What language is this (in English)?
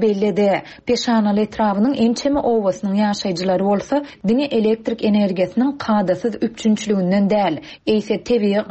Turkmen